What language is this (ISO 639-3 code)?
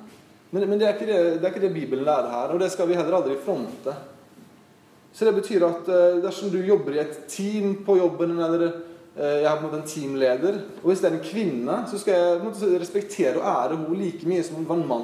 nor